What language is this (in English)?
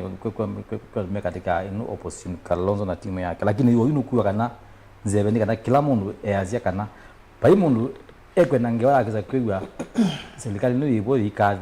Kamba